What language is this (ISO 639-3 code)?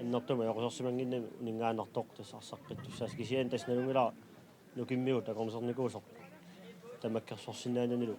kal